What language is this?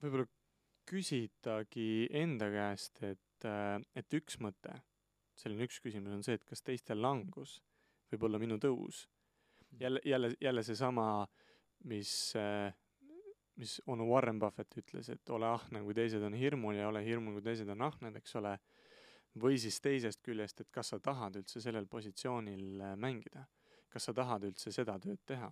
Estonian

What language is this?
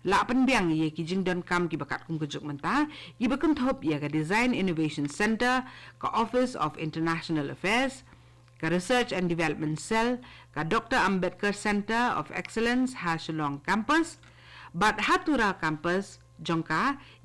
Khasi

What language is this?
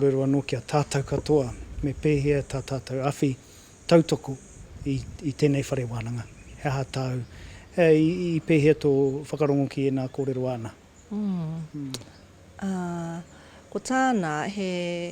Māori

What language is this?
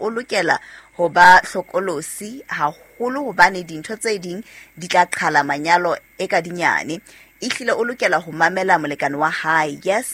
Southern Sotho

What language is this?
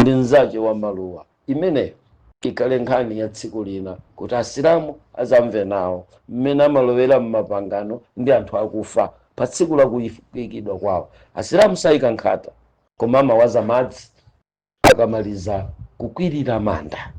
Nyanja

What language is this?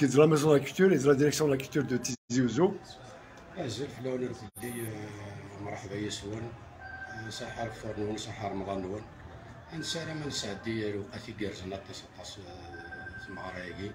Kabyle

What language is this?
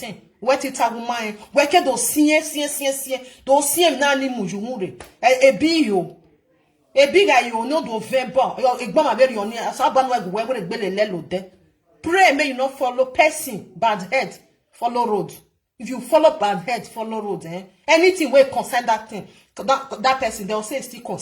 Nigerian Pidgin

